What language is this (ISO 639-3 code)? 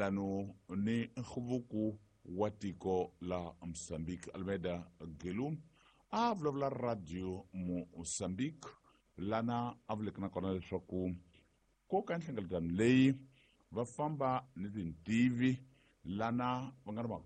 tso